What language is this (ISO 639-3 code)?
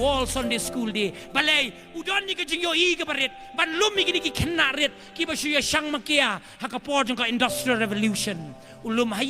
kha